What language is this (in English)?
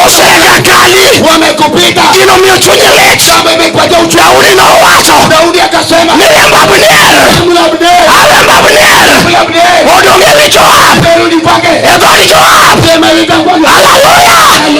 Luo (Kenya and Tanzania)